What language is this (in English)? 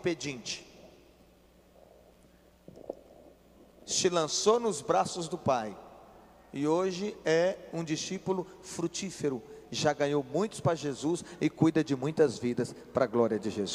Portuguese